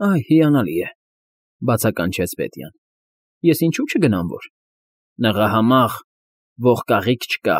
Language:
Armenian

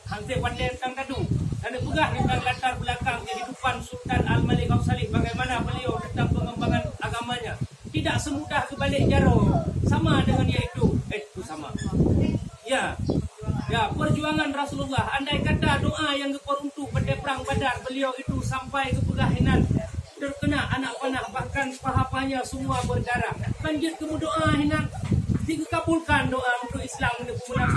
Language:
Achinese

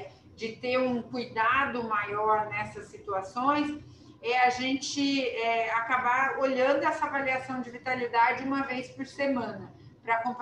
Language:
Portuguese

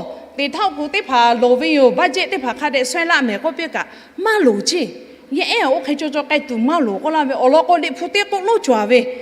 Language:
Lahu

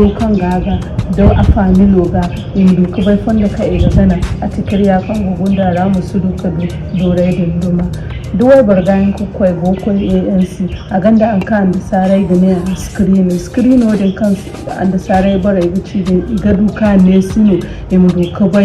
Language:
Zarma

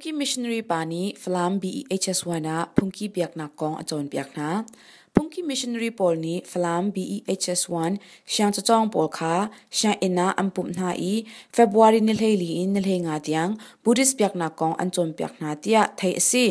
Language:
Hakha Chin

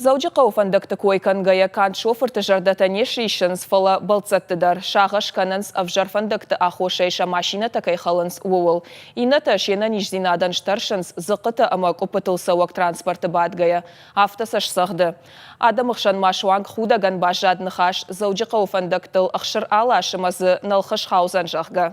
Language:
Ossetic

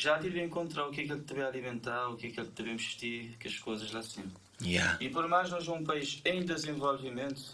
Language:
Kabuverdianu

